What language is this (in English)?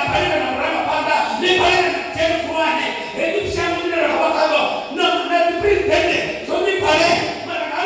Venda